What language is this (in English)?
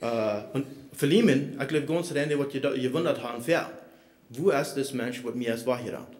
Plautdietsch